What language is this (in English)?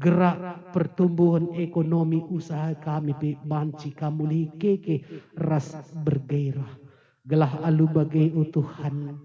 Batak Karo